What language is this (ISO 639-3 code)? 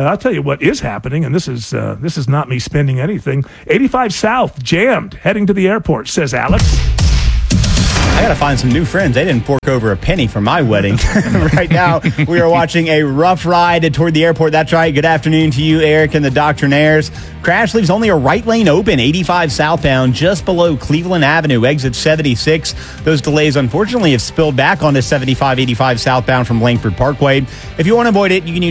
eng